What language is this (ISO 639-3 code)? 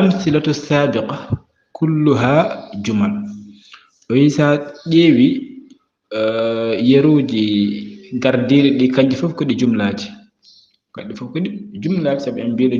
ful